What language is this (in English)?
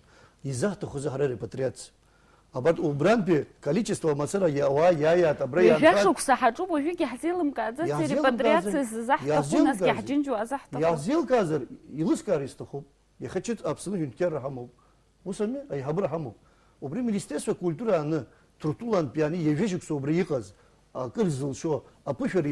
Abkhazian